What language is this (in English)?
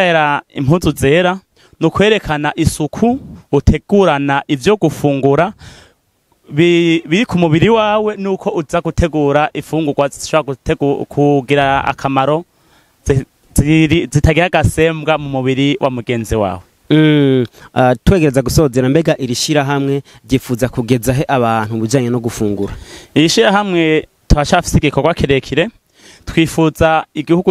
Rundi